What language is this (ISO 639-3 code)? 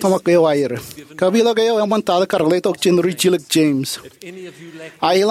mah